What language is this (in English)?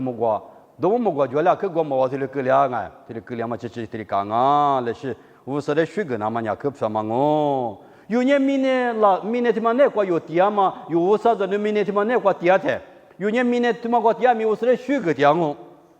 Lisu